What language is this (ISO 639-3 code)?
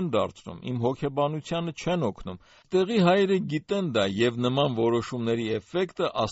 hye